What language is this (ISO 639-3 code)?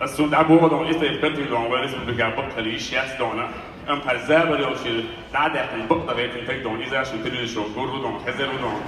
che